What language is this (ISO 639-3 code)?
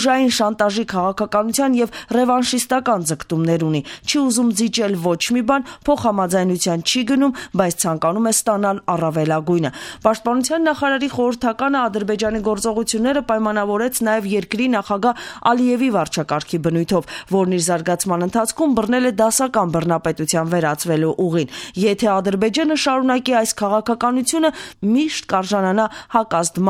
hye